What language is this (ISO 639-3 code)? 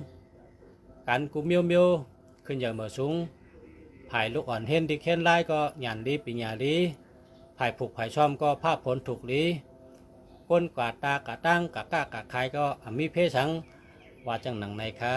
shn